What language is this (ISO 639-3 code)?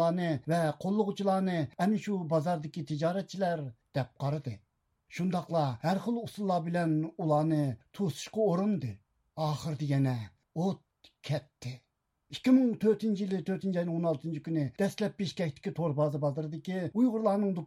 uig